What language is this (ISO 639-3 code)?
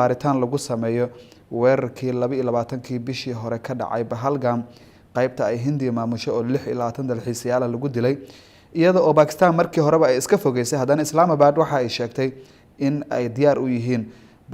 som